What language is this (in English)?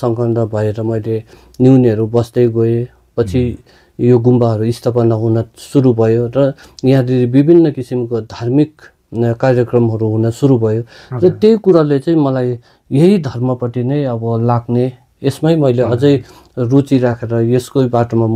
Nepali